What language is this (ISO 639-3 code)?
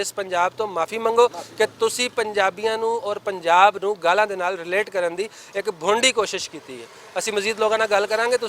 lah